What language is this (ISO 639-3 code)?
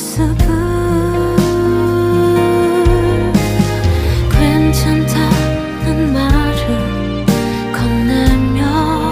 kor